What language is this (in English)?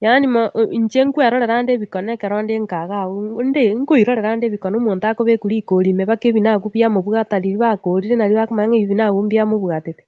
Gusii